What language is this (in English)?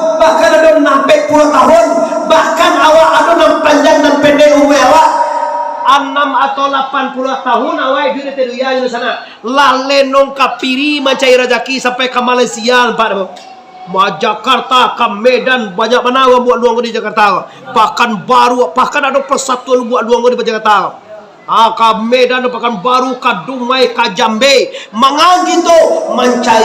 Minangkabau